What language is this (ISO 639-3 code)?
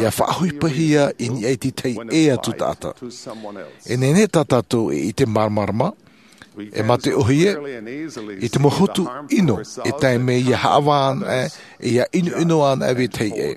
tah